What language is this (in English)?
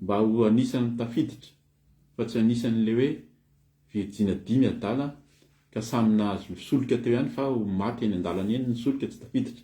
Malagasy